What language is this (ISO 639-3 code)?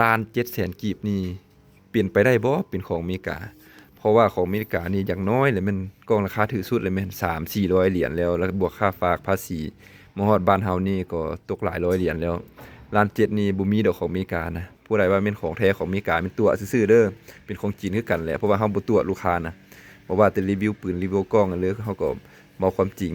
lao